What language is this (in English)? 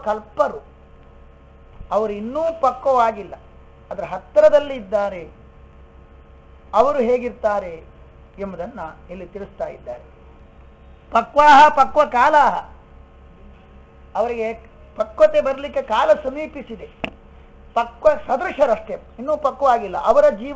Kannada